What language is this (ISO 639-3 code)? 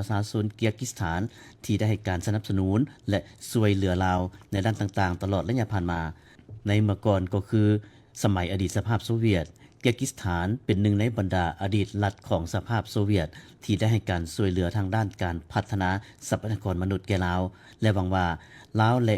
lao